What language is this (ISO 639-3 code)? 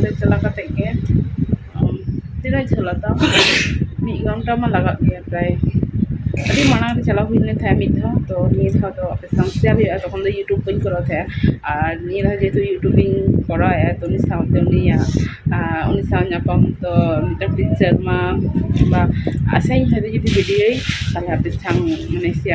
sat